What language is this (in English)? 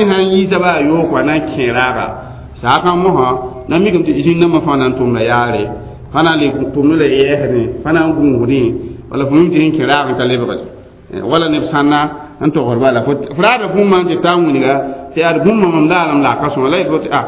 Mossi